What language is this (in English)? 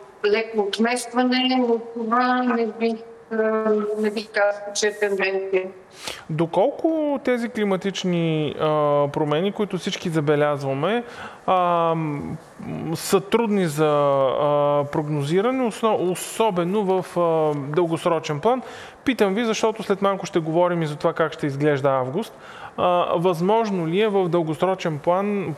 Bulgarian